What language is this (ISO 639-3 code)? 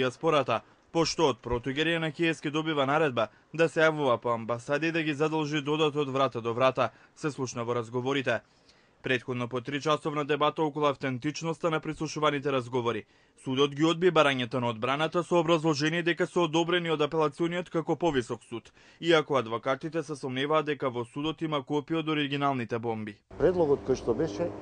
mkd